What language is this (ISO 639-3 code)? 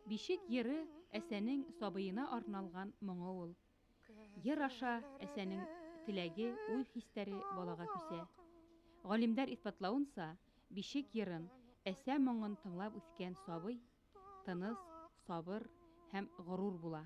bak